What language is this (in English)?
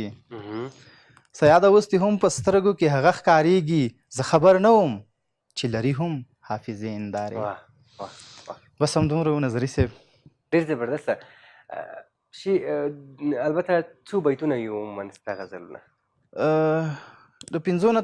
Pashto